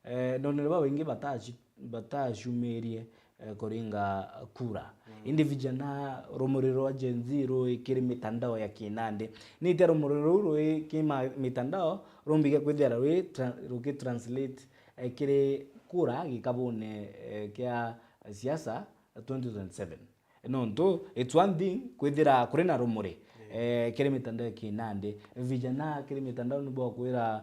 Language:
Meru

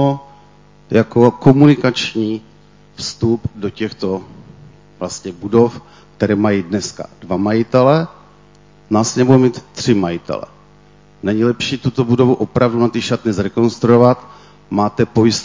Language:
Czech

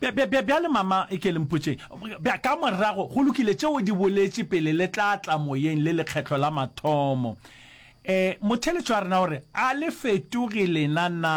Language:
Northern Sotho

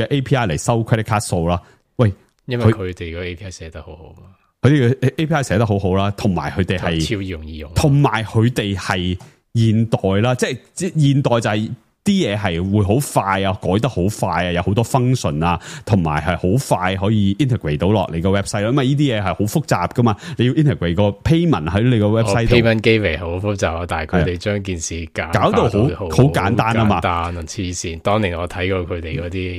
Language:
Cantonese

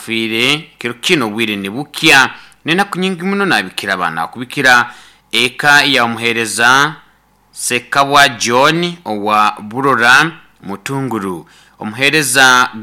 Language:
Nyankole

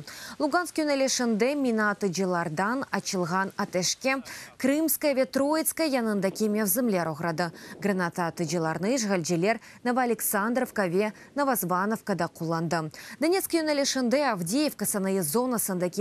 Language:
Crimean Tatar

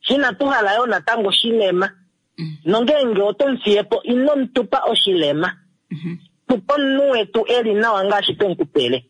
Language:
Kuanyama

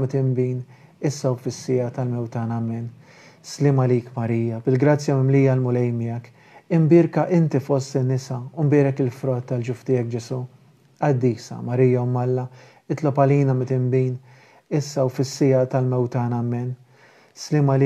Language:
Maltese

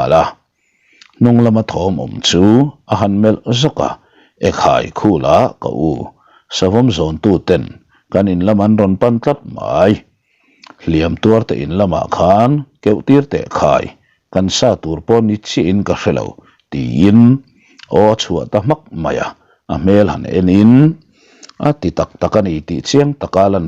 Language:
Mizo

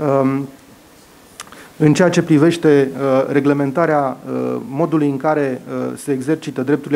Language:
Romanian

